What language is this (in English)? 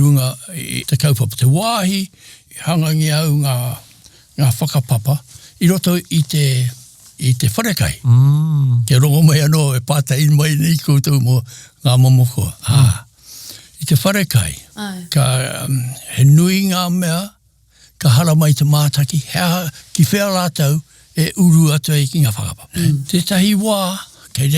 Māori